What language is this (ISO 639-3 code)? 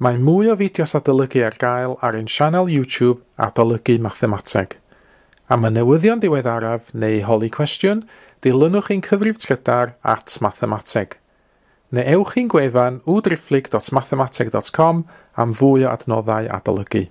cym